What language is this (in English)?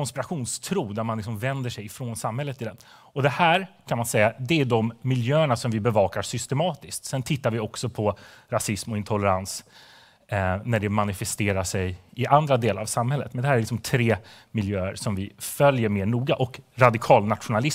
Swedish